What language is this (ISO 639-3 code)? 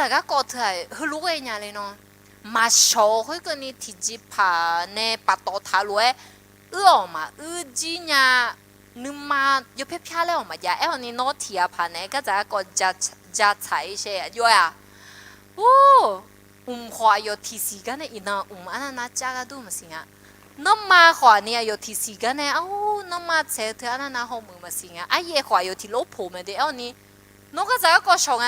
ahk